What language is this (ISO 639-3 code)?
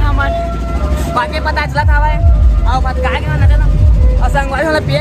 hne